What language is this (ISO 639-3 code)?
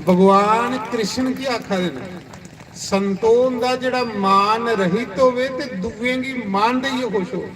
doi